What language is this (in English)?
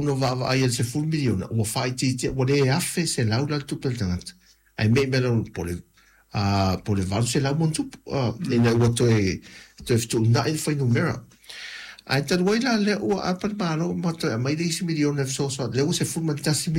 Samoan